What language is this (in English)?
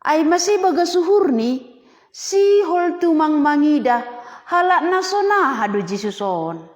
Batak Simalungun